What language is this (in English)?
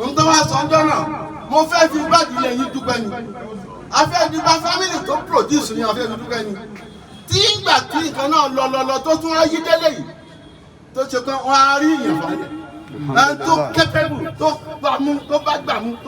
Yoruba